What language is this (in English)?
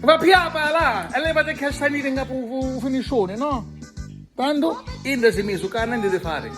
Sicilian